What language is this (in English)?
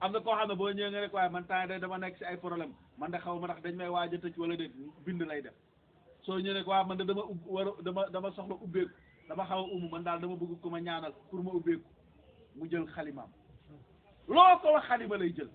Wolof